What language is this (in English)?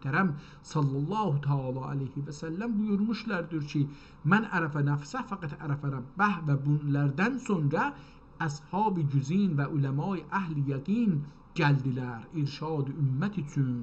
South Azerbaijani